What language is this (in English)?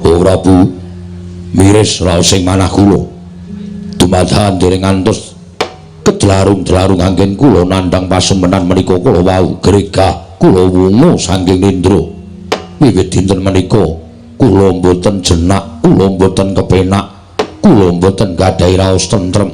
Javanese